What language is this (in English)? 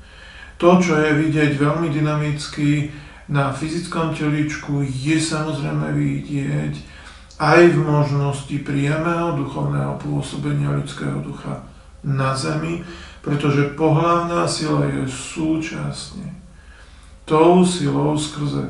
Slovak